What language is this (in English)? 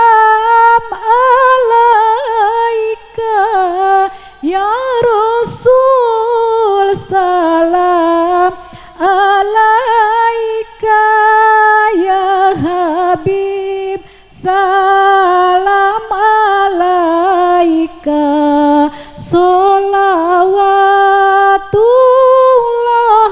Sundanese